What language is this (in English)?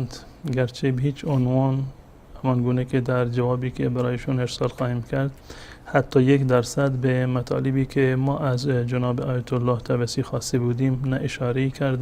Persian